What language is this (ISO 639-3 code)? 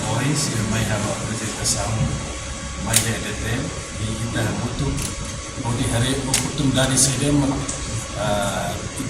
tet